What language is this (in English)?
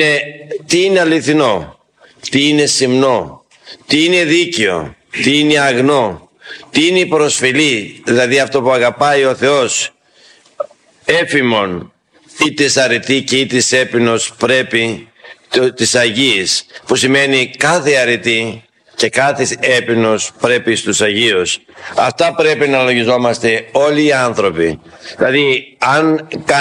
Greek